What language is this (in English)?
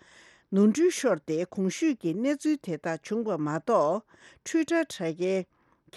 Tibetan